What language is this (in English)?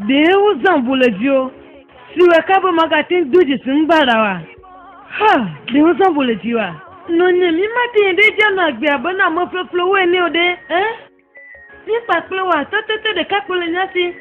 Ewe